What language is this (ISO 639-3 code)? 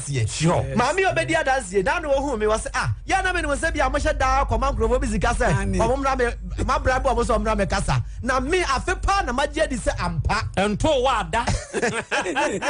aka